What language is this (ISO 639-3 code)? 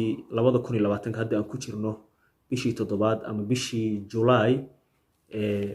som